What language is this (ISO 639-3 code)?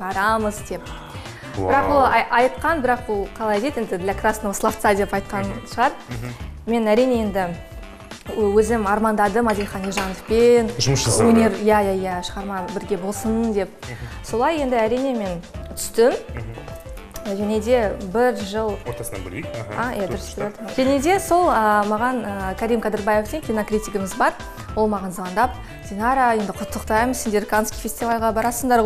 kaz